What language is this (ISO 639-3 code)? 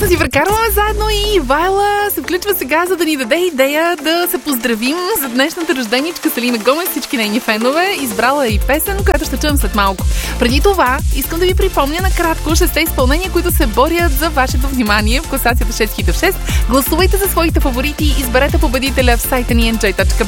bul